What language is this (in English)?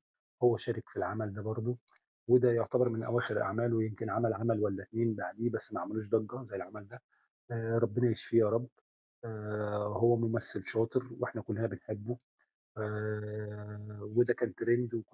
Egyptian Arabic